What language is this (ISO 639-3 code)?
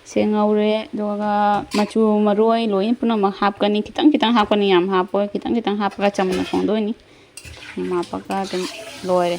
mni